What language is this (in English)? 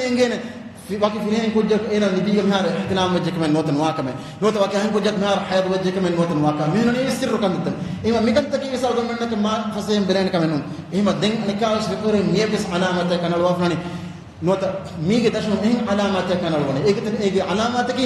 Divehi